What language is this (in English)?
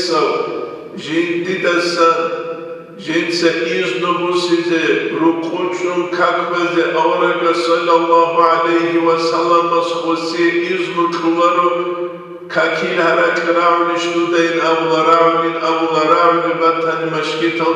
Avaric